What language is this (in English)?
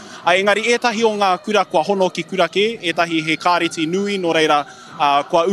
Māori